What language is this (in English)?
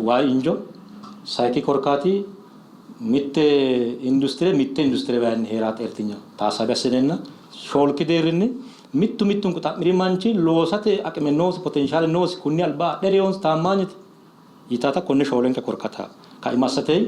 Sidamo